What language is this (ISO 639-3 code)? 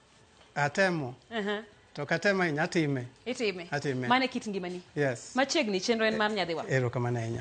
luo